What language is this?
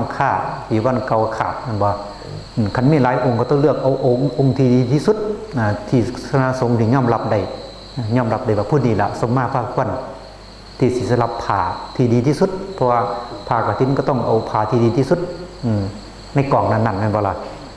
Northeastern Thai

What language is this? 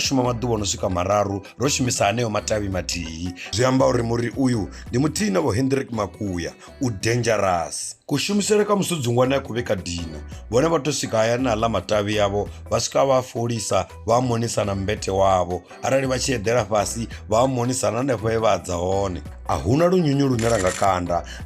Venda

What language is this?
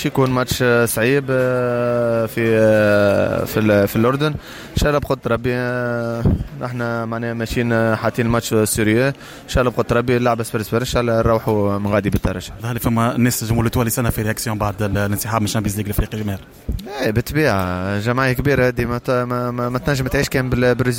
Tunisian Arabic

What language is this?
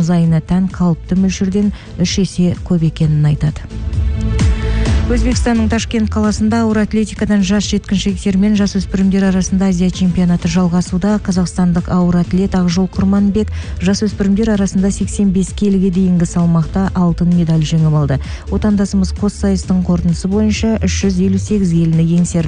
Kazakh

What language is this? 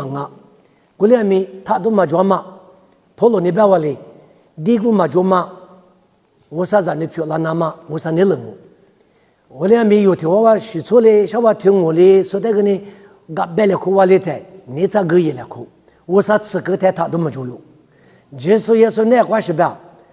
Lisu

